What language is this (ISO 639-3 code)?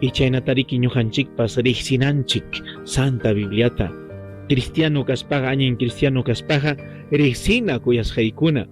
quy